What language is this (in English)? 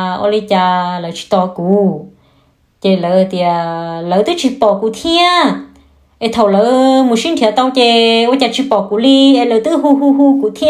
Hmong